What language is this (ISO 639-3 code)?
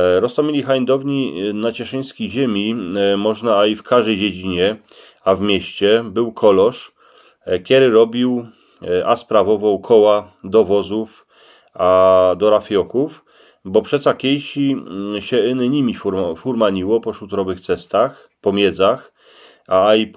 szl